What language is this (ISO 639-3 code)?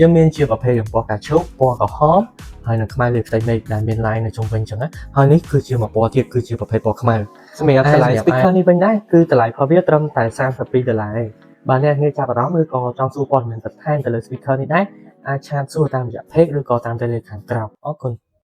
khm